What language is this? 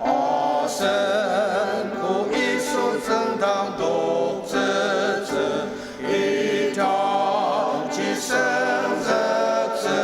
Ao Naga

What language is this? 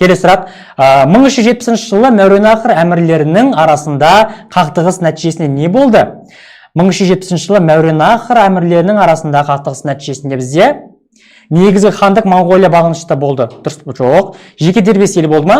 Kazakh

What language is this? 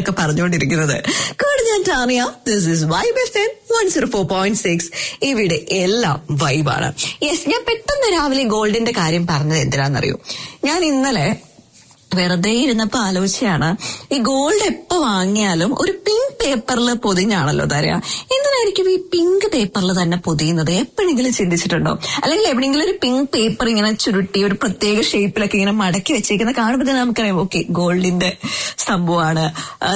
Malayalam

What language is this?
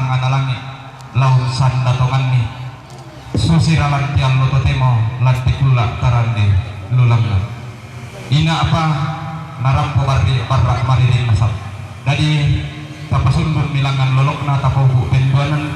Toraja-Sa'dan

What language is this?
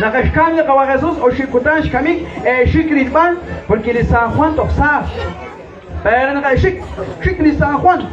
Kekchí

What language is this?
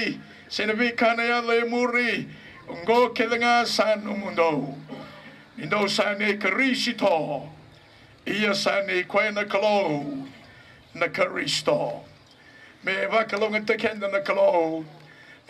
Fijian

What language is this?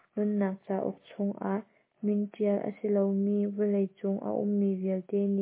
Hakha Chin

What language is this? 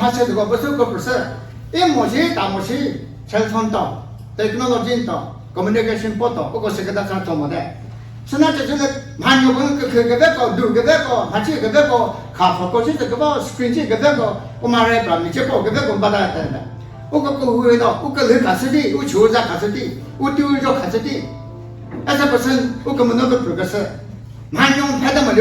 Chokri Naga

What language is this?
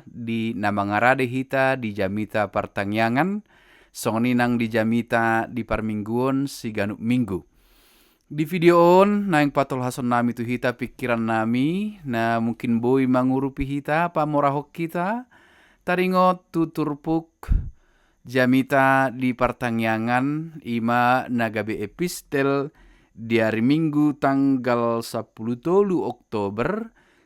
Batak Toba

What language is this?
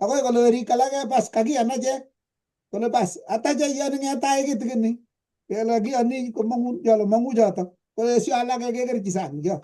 Kalenjin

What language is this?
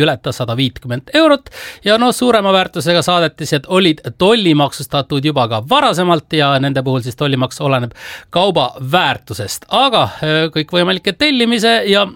Estonian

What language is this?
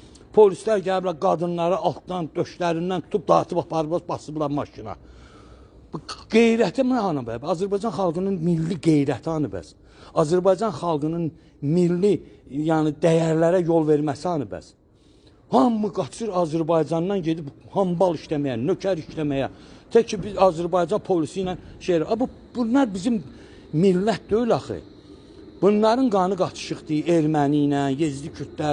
Azerbaijani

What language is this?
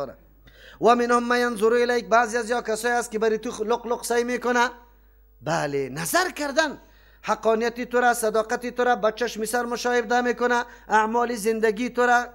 Persian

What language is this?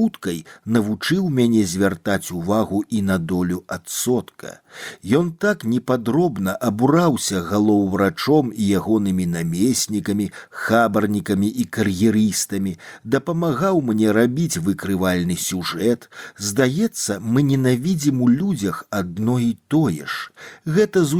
Belarusian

